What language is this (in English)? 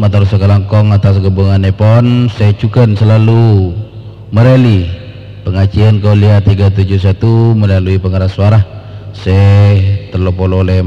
Madurese